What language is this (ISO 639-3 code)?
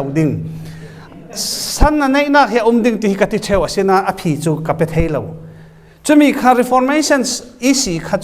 cfm